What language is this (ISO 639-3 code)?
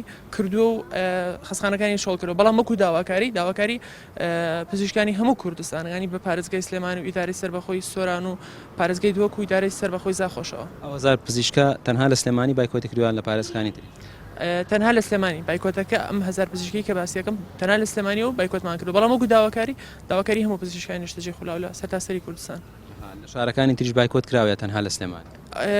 ckb